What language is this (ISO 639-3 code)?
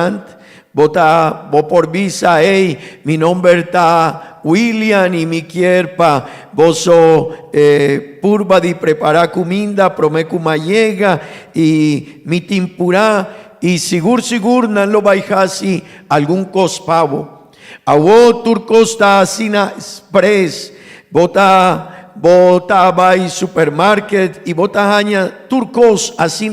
pap